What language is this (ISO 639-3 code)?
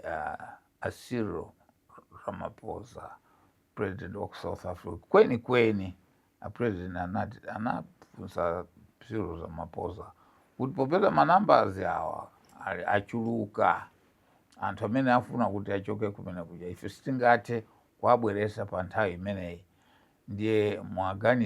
nya